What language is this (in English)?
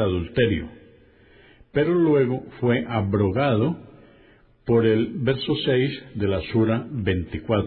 Spanish